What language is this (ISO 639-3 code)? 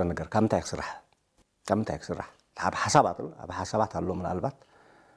tir